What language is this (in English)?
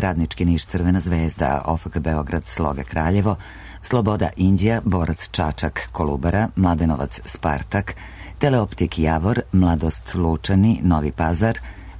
Serbian